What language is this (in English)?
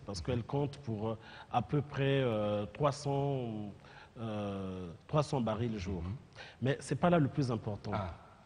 French